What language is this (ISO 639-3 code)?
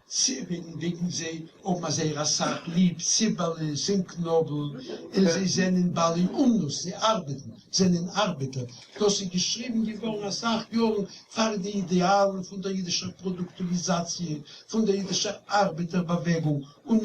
yid